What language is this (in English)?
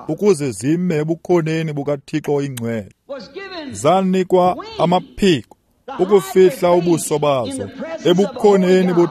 Xhosa